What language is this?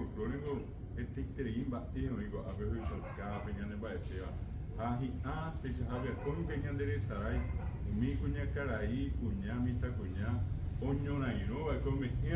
Guarani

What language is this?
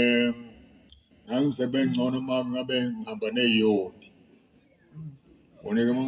Zulu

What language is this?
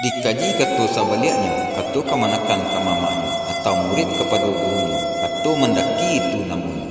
Minangkabau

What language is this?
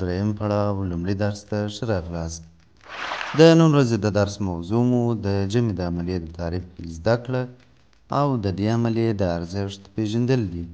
Pashto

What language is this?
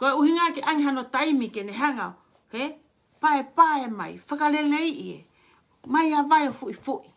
Tongan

